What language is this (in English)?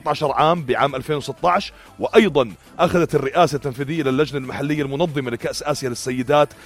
North Levantine Arabic